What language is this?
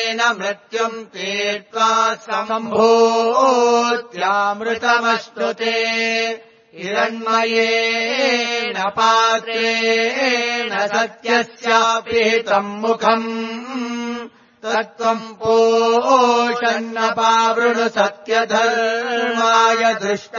Sanskrit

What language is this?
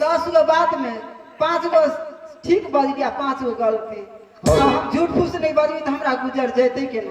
Maithili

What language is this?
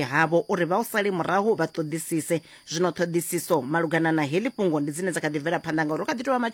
Venda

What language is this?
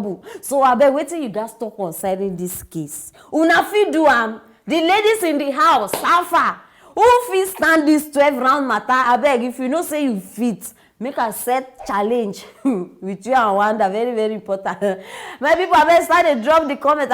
Nigerian Pidgin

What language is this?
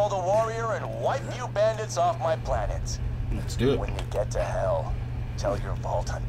English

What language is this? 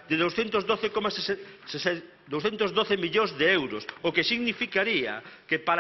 Galician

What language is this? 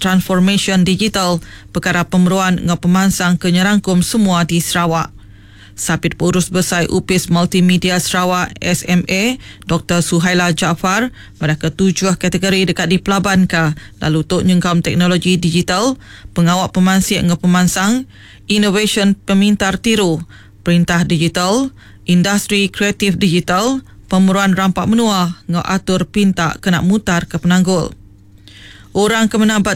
Iban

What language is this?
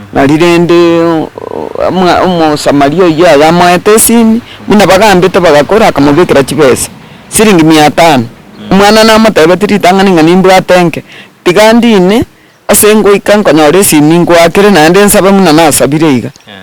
Gusii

